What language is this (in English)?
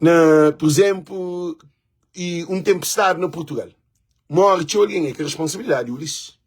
Kabuverdianu